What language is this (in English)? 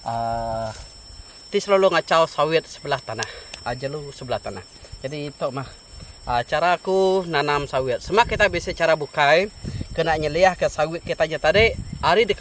Iban